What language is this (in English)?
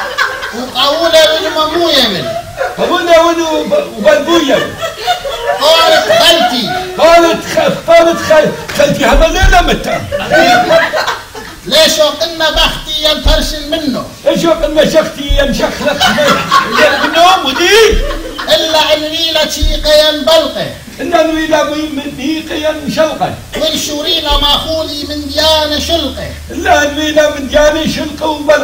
Assyrian Neo-Aramaic